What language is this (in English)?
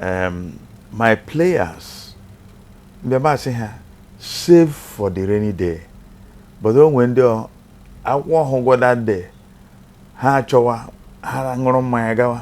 Igbo